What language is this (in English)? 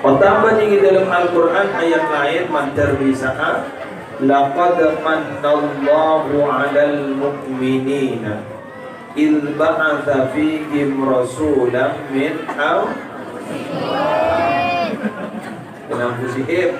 Madurese